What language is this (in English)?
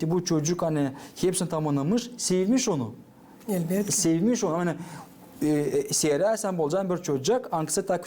Gagauz